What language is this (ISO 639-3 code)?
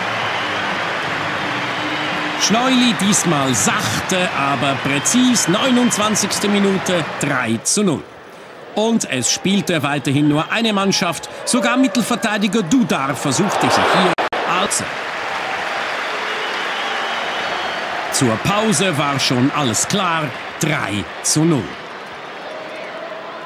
deu